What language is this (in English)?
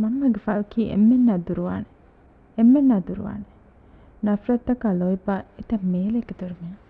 Divehi